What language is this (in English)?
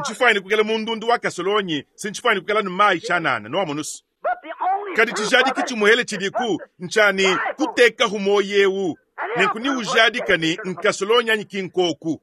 Luba-Lulua